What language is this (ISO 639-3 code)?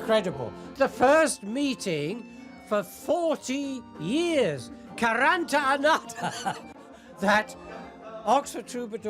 oci